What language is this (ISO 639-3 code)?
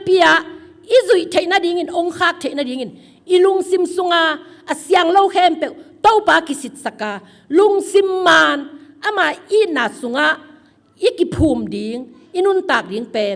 ctd